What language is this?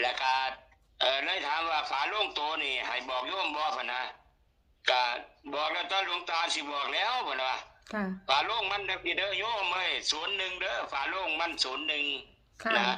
Northeastern Thai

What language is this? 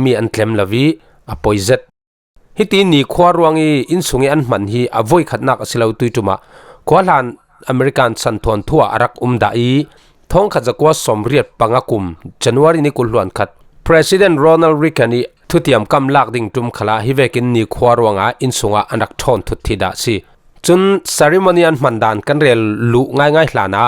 Falam Chin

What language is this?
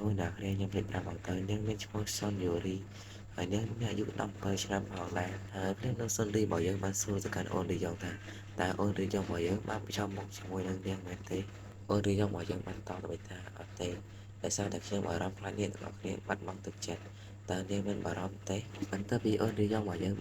Khmer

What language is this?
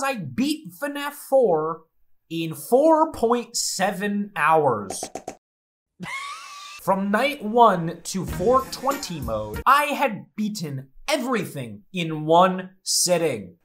English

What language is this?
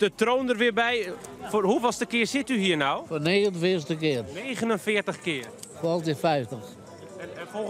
Western Frisian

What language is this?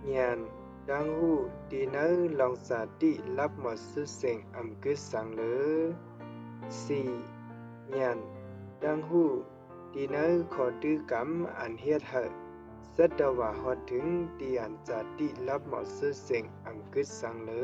Shan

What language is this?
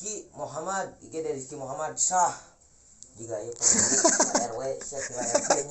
Sundanese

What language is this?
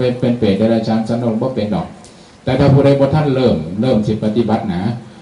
Northeastern Thai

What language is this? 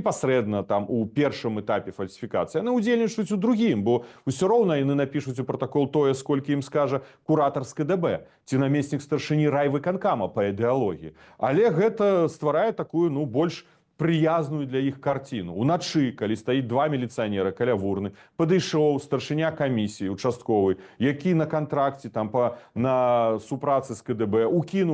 Belarusian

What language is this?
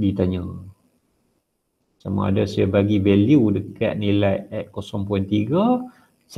Malay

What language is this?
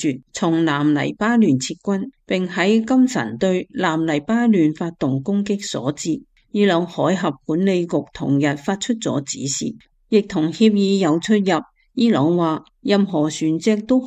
Cantonese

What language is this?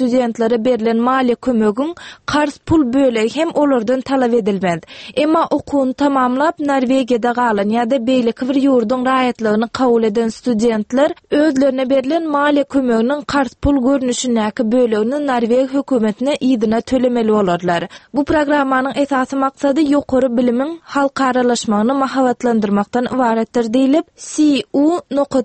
Turkmen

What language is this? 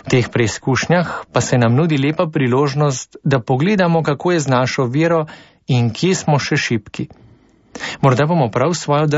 Slovenian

